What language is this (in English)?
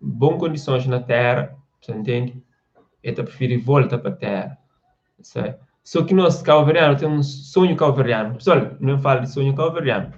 Kabuverdianu